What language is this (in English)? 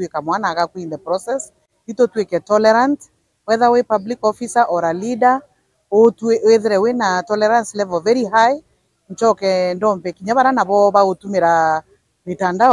Meru